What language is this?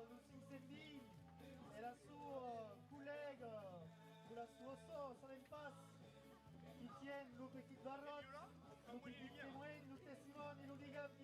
Occitan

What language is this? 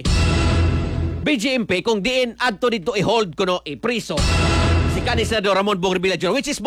Cebuano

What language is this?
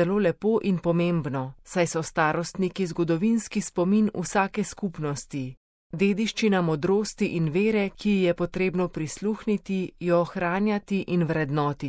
Slovenian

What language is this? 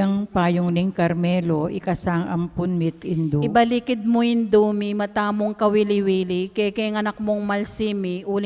Pampanga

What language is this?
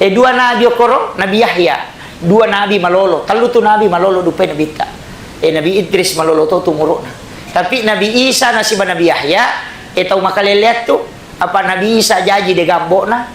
Buginese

